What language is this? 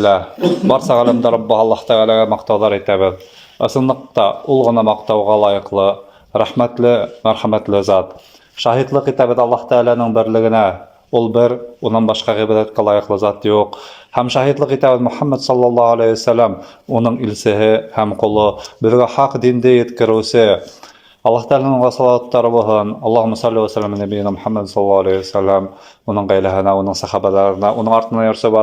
Bashkir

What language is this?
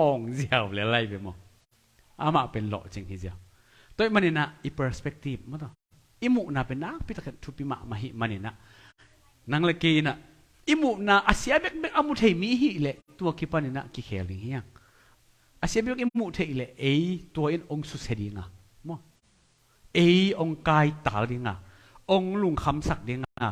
Tedim Chin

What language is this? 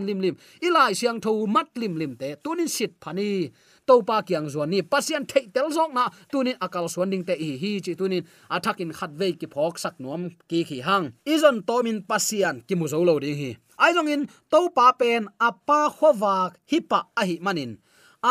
Tedim Chin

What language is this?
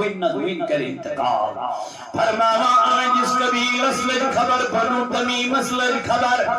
Kashmiri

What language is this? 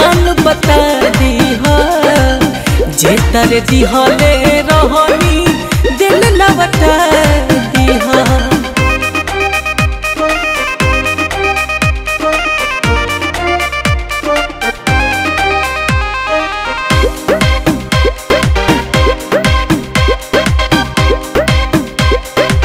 Bhojpuri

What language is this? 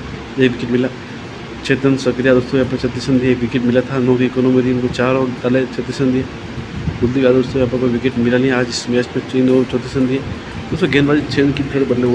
Hindi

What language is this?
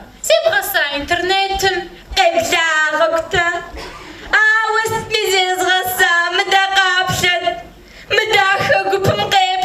Kabardian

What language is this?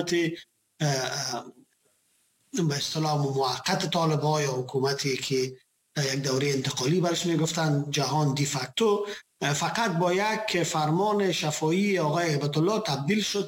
Persian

